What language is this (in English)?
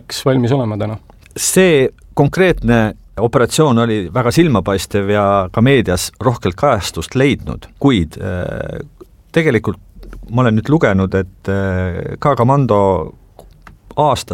Estonian